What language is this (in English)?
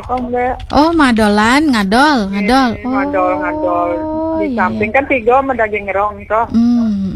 Balinese